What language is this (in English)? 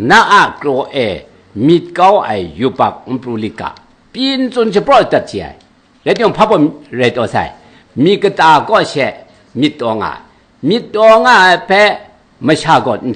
Kachin